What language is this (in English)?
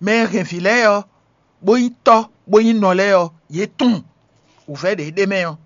Fon